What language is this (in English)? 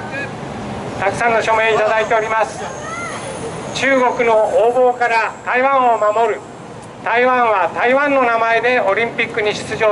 Japanese